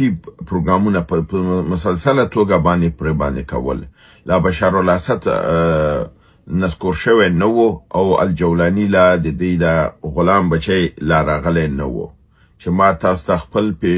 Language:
Pashto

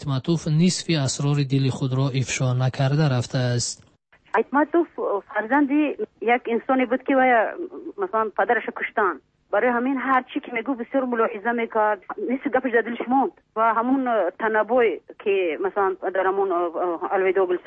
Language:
Persian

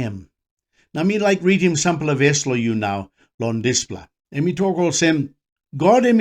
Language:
Tok Pisin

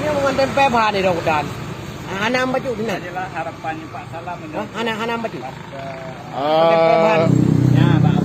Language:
Achinese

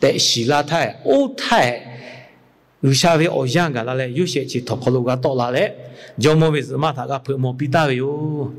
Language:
Lahu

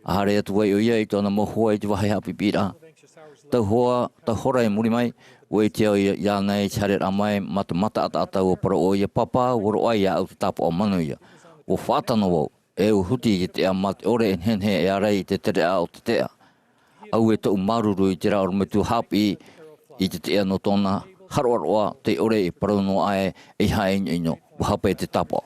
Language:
Tahitian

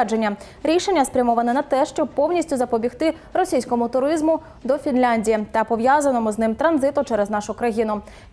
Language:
Ukrainian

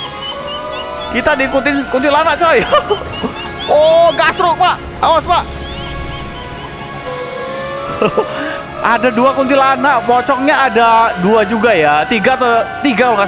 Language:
Indonesian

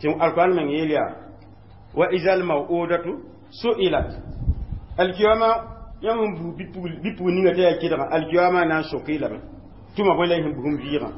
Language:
Mossi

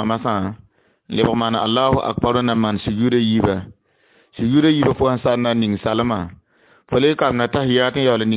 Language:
Mossi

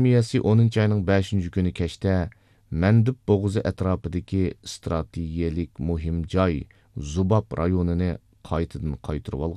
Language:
Uyghur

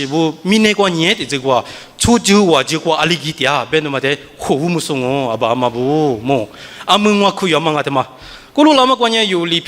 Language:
Lisu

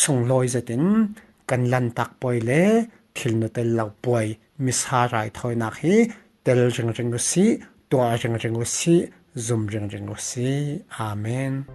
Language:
Falam Chin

